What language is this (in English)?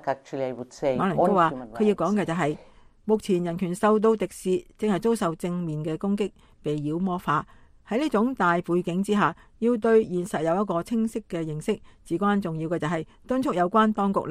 Cantonese